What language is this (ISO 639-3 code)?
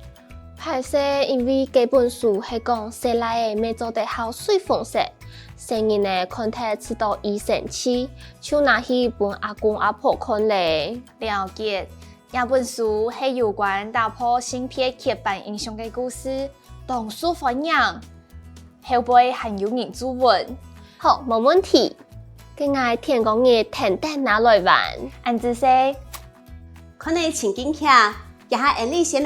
hak